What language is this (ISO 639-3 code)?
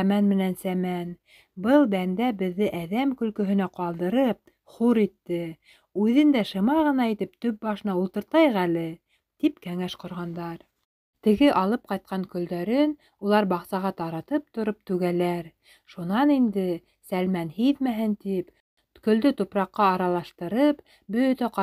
bak